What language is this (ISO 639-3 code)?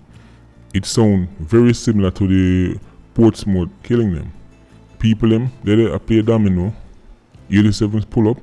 jam